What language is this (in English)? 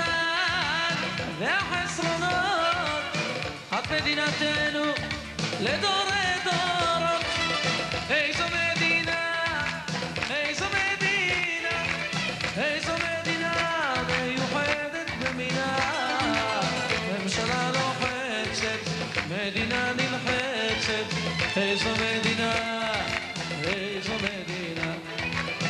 Hebrew